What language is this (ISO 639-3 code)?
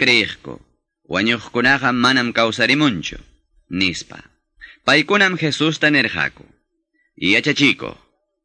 que